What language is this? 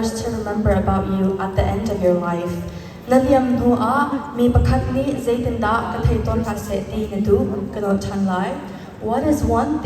Hakha Chin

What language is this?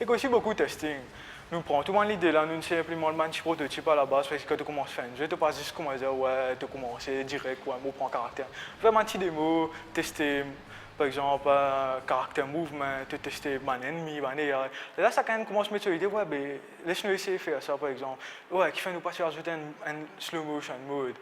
Morisyen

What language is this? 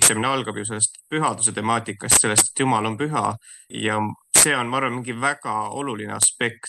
Estonian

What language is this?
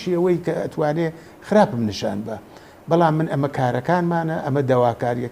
Central Kurdish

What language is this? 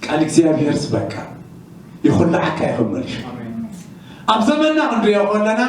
Tigrinya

